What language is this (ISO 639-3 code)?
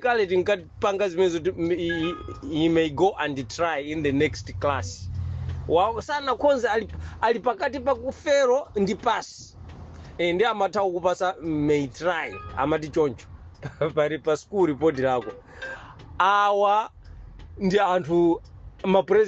nya